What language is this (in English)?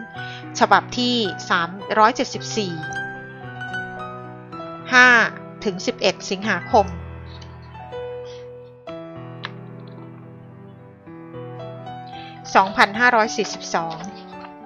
Thai